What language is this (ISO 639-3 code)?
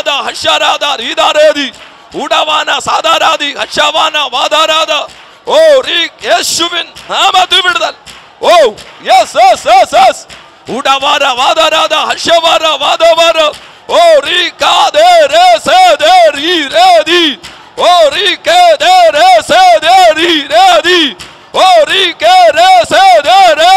mal